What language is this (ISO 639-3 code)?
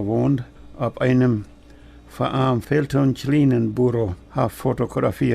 pdt